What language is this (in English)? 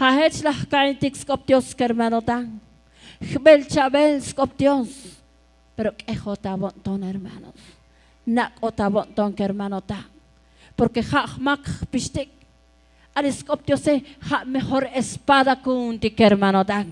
Tzotzil